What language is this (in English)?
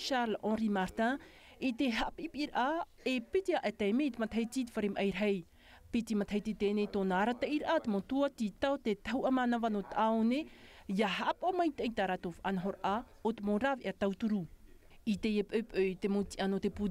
Tahitian